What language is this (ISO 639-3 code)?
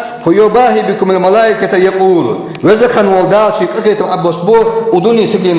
inh